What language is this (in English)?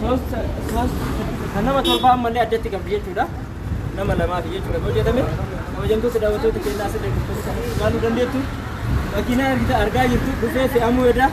Oromo